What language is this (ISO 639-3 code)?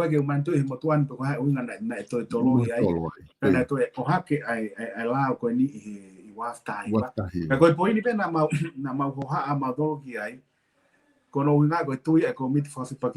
ton